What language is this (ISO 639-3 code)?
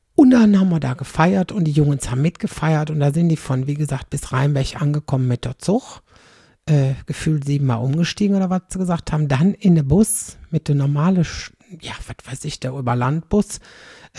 deu